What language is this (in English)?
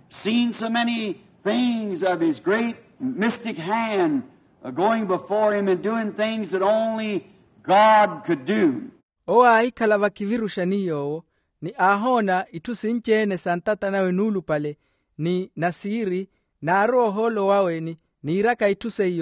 Makhuwa